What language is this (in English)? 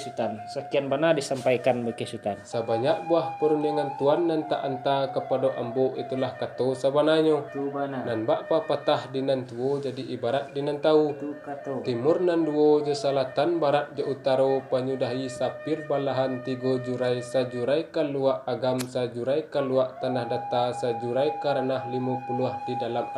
Minangkabau